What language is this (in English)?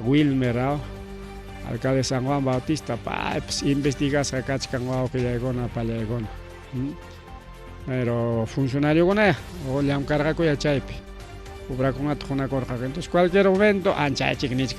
Ayacucho Quechua